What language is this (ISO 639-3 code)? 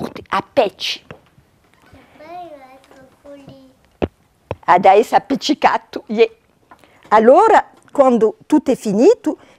cos